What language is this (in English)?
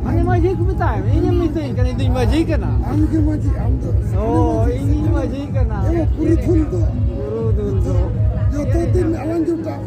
Santali